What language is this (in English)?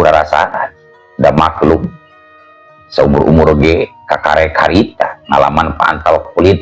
Sundanese